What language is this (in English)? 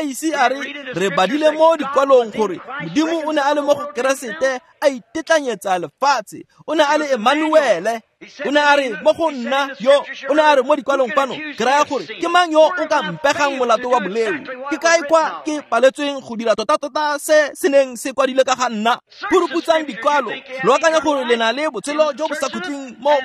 Tswana